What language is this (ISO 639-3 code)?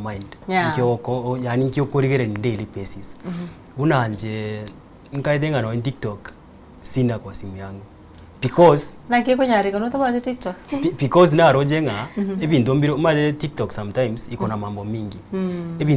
guz